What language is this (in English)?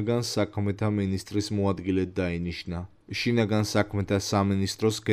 Georgian